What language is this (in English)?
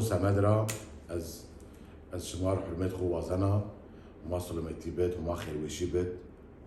Zaza